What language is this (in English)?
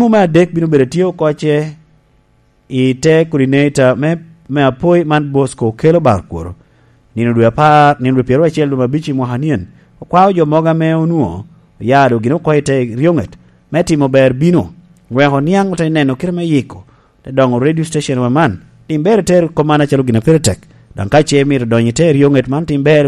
Lango (Uganda)